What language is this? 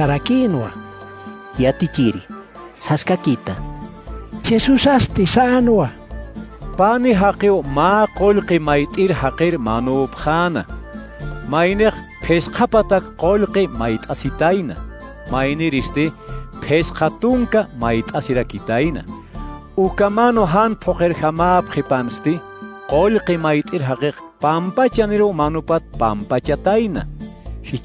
Aymara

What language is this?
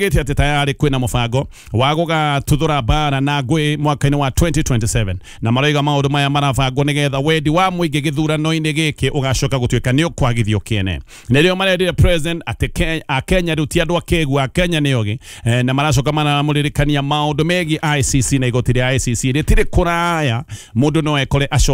Kikuyu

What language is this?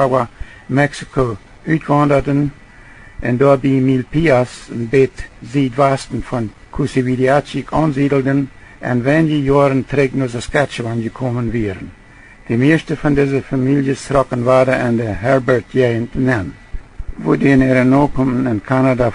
Plautdietsch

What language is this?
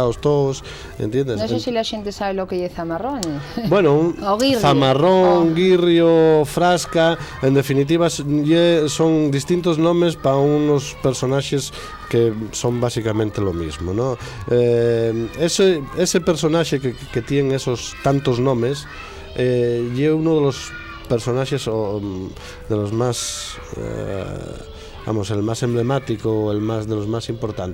Asturian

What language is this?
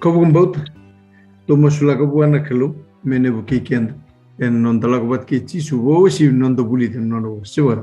Fijian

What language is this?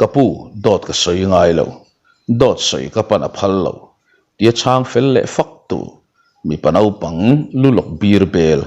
Mizo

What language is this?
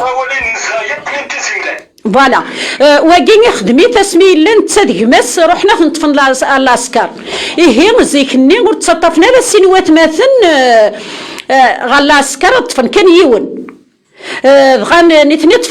Kabyle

